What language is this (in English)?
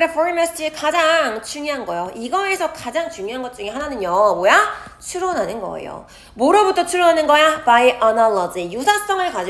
Korean